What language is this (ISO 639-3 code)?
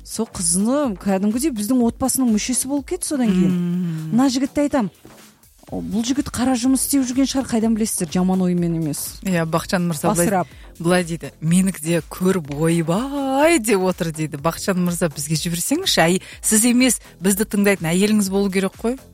kaz